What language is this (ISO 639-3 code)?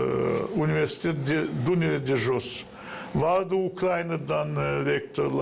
gag